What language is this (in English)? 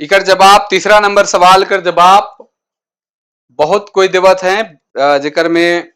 Sadri